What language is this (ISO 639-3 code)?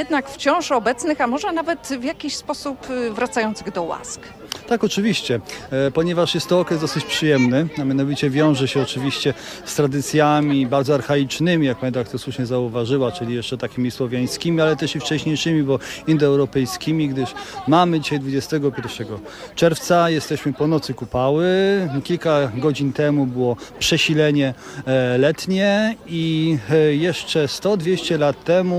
pol